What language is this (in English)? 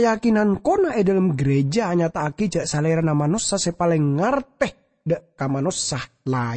Madurese